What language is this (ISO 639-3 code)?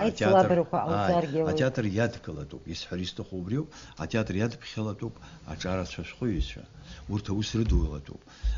abk